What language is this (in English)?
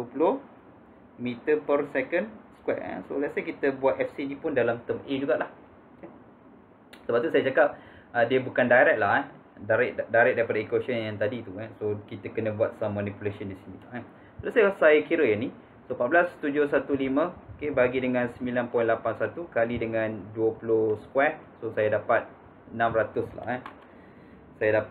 Malay